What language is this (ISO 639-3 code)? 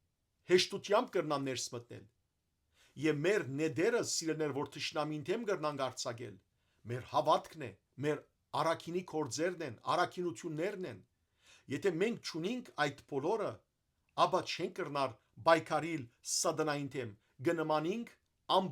hyw